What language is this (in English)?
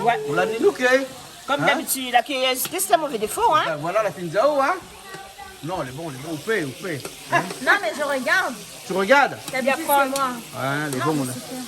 Réunion Creole French